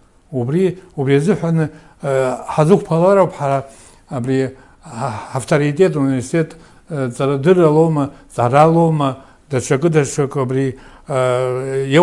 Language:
Abkhazian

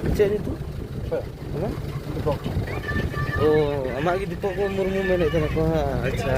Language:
Santali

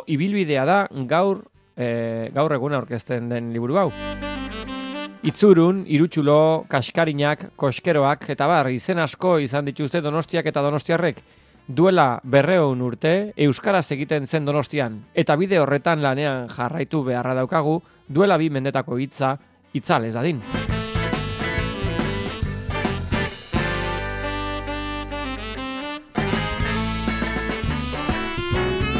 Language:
Basque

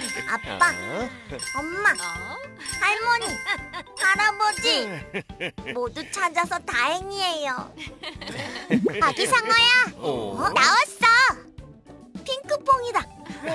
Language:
Korean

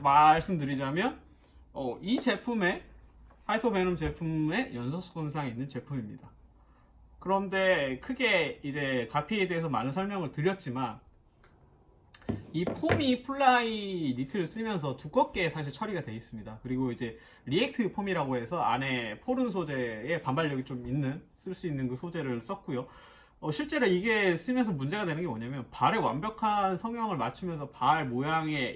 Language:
Korean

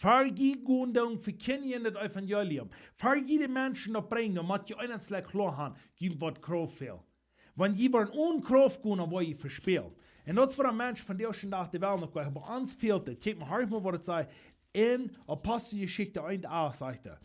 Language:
Plautdietsch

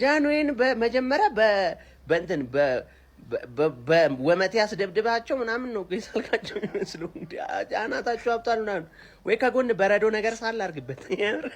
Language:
Amharic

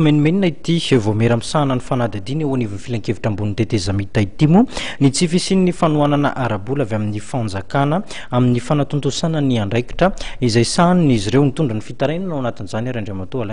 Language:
Malagasy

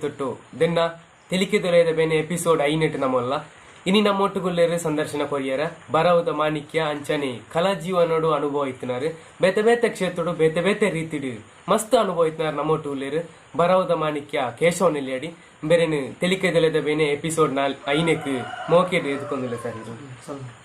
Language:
Tulu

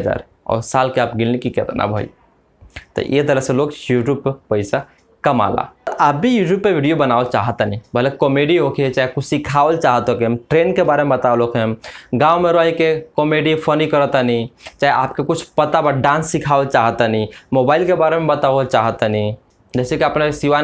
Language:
Bhojpuri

